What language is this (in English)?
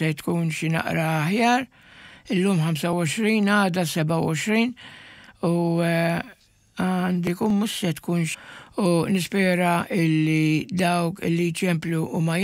Maltese